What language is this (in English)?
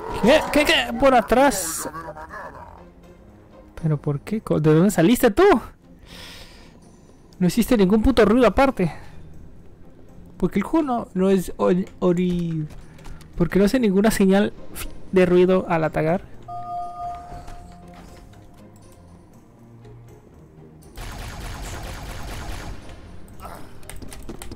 Spanish